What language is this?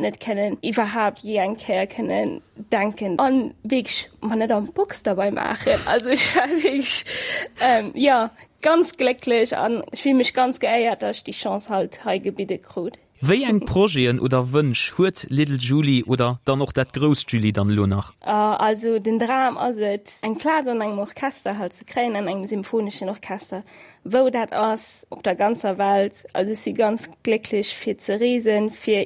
Luxembourgish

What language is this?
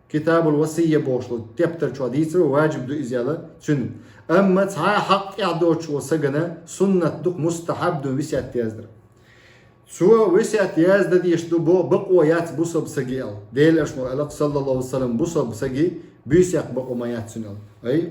Chechen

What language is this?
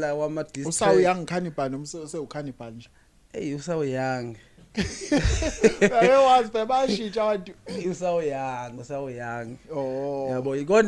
Zulu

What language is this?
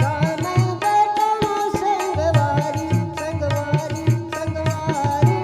Chhattisgarhi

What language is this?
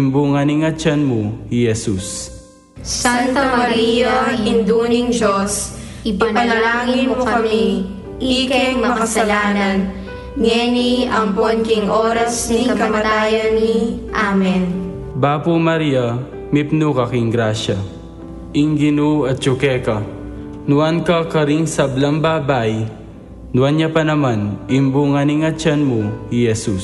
Pampanga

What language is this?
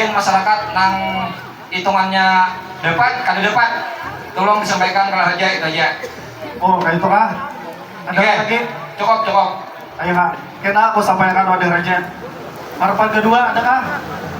Banjar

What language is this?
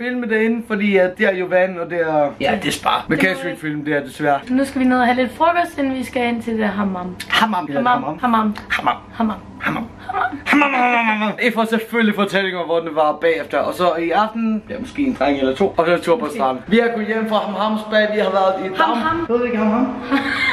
Danish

